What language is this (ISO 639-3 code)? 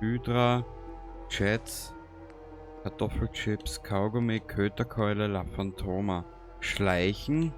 bar